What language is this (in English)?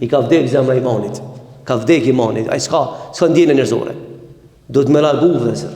Albanian